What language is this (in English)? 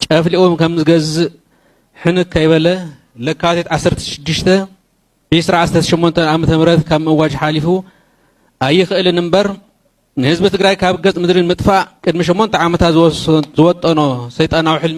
Tigrinya